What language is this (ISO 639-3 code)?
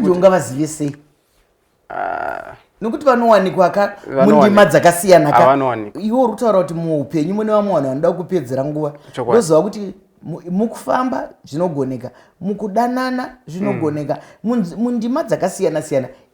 sna